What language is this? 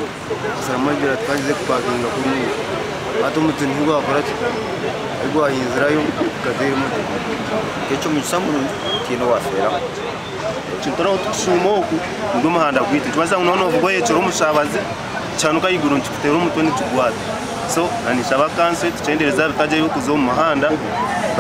Nyankole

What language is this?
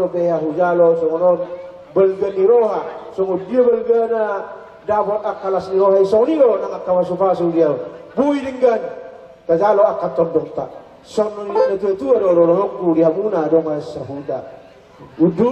Batak Toba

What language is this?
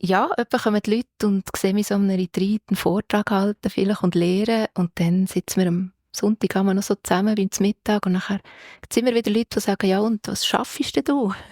Swiss German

